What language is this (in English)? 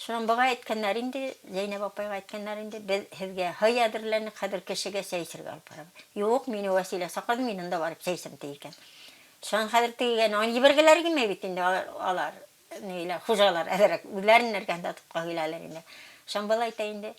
Bashkir